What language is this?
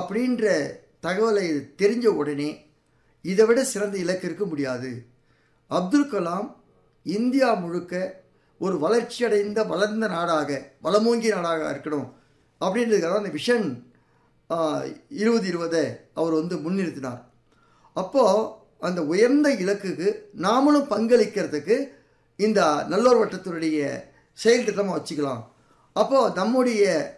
Tamil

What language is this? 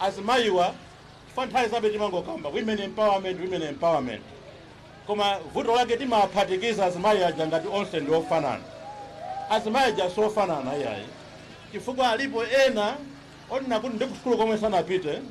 Nyanja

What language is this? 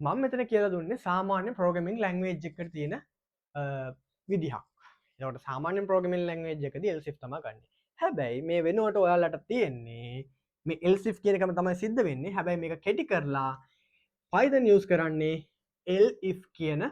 Sinhala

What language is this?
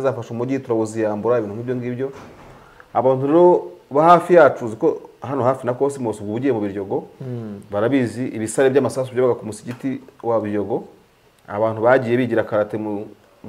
Kinyarwanda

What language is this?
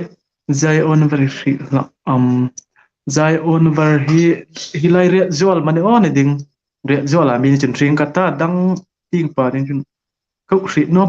Hmar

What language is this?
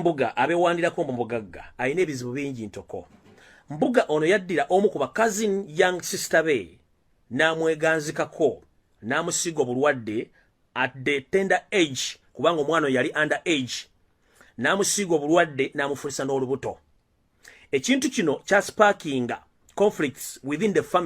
Ganda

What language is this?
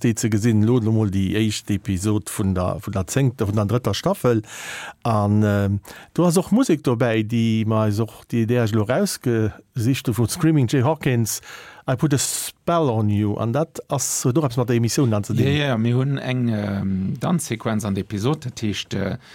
Luxembourgish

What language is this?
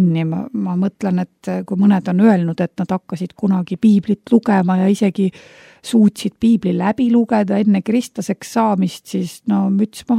Estonian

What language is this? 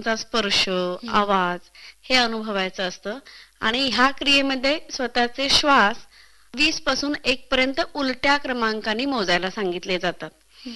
Marathi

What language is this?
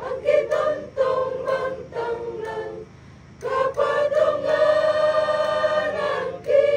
Toraja-Sa'dan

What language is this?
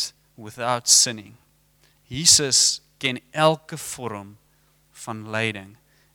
Afrikaans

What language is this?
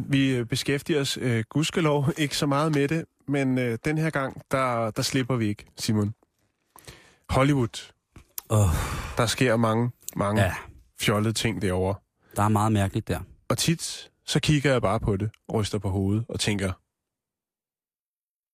Danish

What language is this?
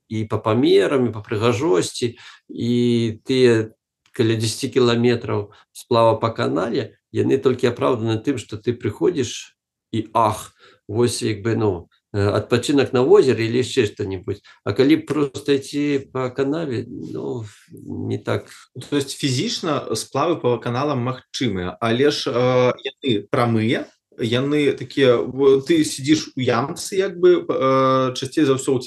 Belarusian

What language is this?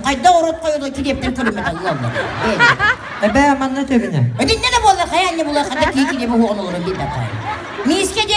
Yakut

